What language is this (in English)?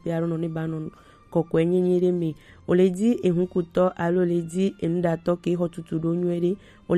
Gen